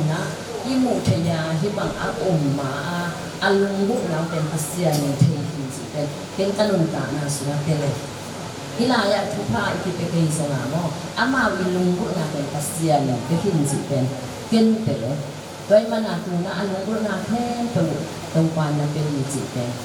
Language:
Tedim Chin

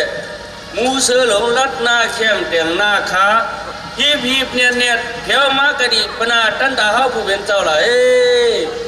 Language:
Shan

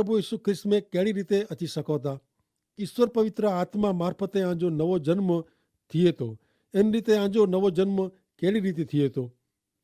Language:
Kachhi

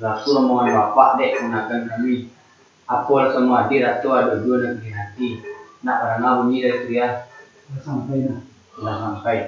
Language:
Minangkabau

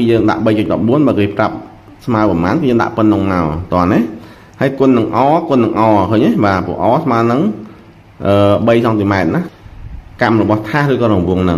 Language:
Khmer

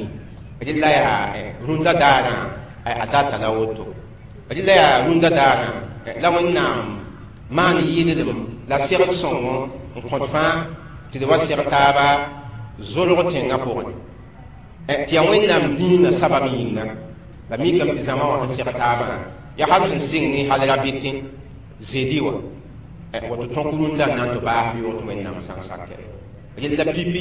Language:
Mossi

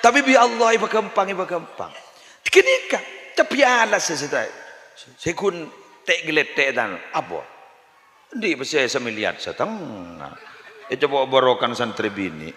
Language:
Madurese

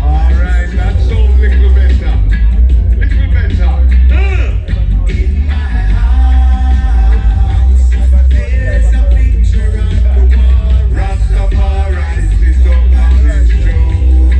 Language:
Jamaican Creole English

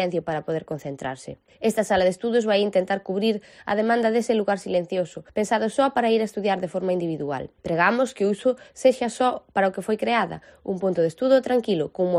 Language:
Galician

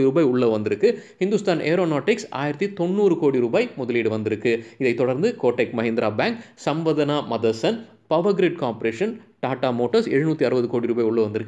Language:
Tamil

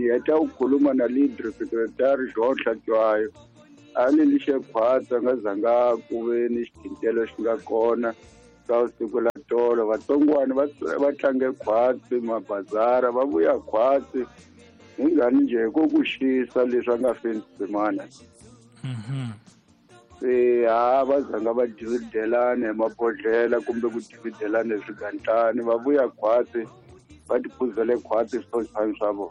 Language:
Tsonga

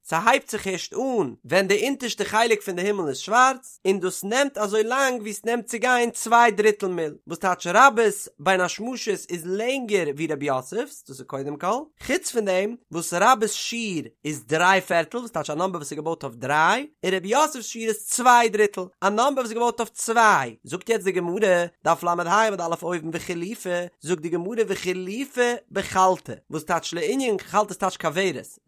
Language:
Yiddish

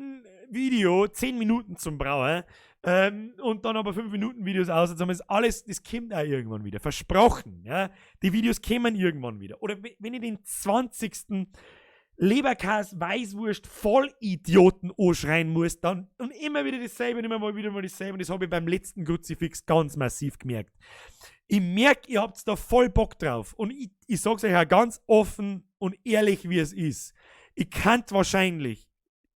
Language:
Bavarian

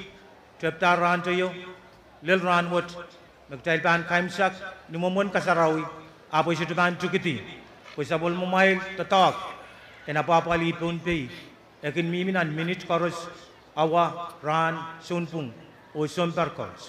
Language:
Pohnpeian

